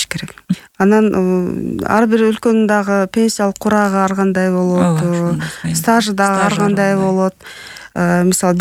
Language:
Kyrgyz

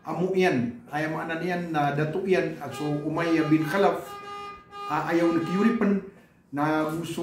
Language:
Maranao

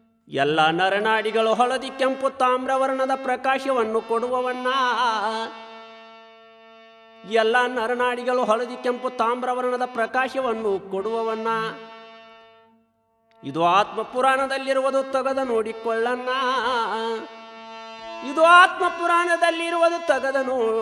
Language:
Kannada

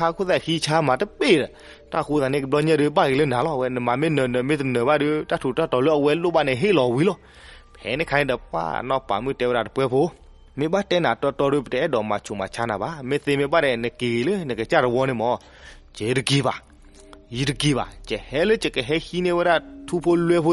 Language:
S'gaw Karen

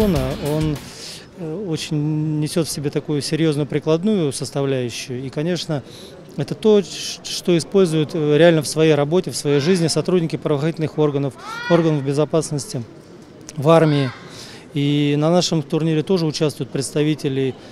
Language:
Russian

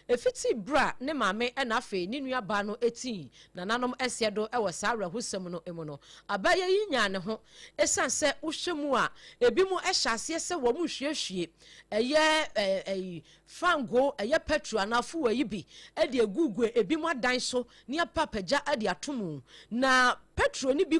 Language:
Akan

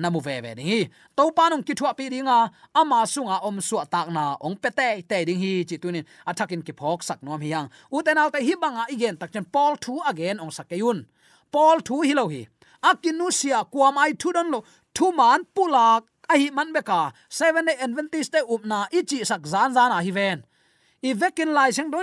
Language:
Tedim Chin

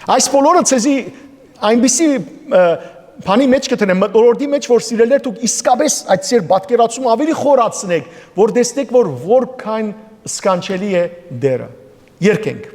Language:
Western Armenian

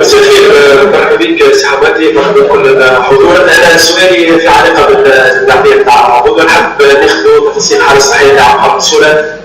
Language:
Kabyle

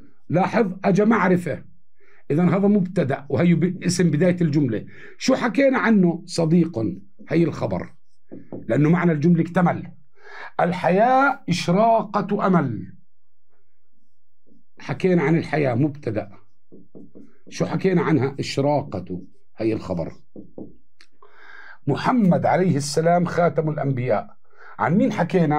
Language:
South Levantine Arabic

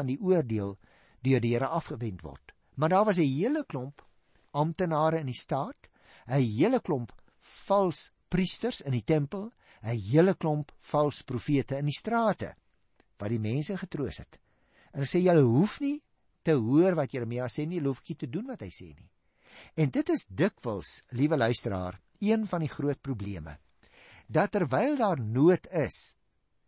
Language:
Afrikaans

